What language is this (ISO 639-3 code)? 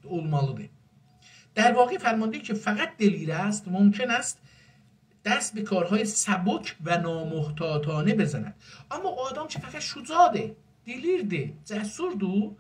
azb